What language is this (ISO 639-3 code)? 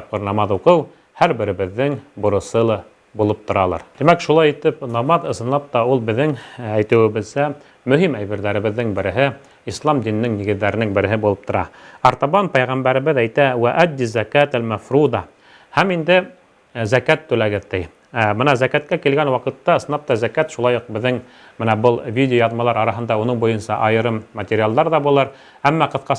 bak